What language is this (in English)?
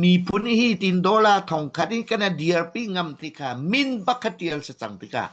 Hakha Chin